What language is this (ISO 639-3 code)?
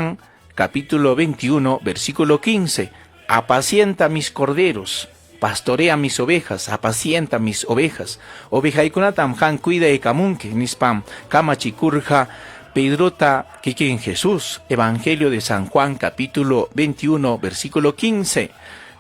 quy